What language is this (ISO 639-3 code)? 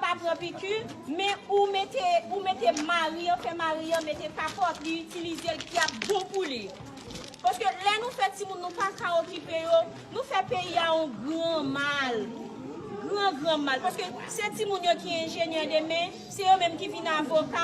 hat